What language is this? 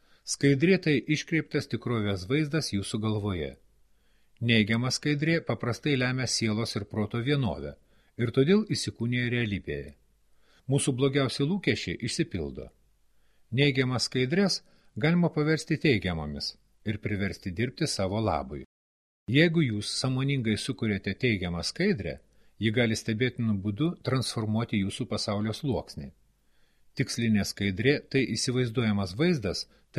Lithuanian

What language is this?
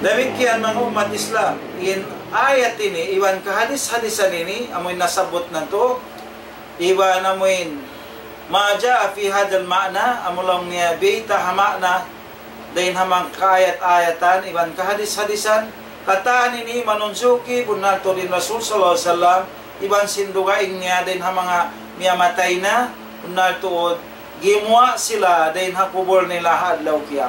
Tausug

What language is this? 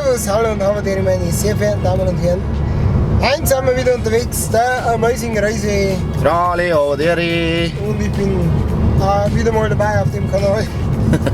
Bavarian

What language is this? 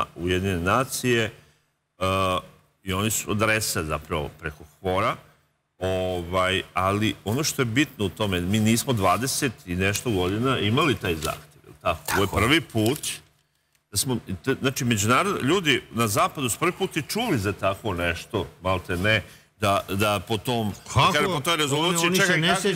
Serbian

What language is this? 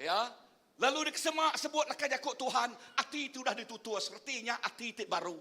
Iban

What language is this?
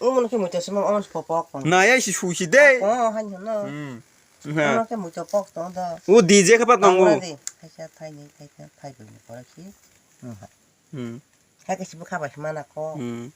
Kok Borok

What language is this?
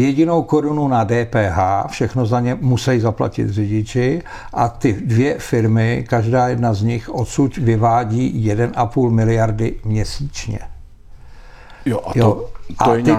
Czech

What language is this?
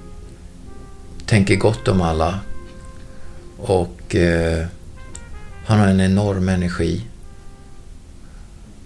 Swedish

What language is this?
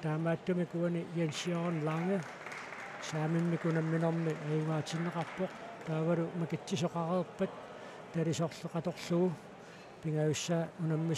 Kalaallisut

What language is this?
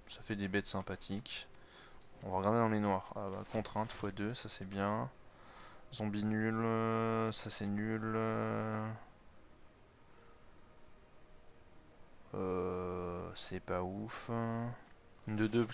French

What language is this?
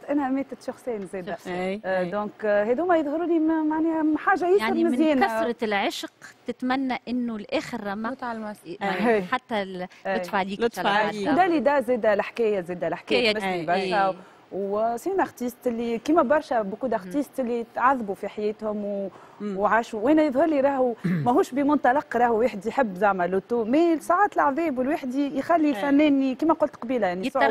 Tunisian Arabic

